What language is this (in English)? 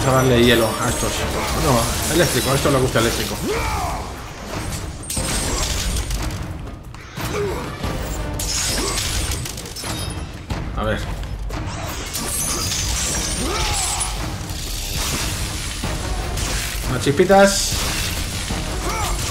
Spanish